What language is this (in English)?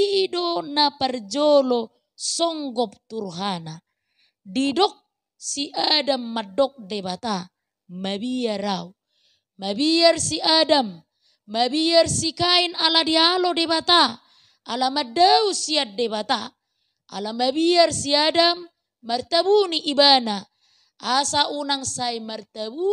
Batak Toba